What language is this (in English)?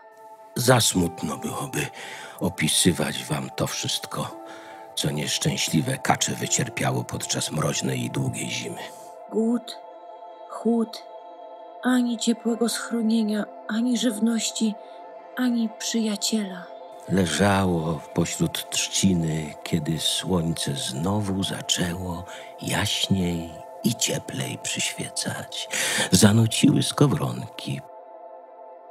Polish